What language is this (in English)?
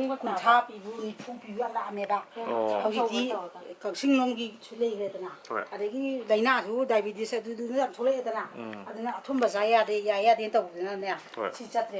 Manipuri